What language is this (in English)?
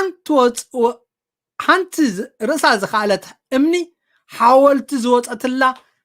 Tigrinya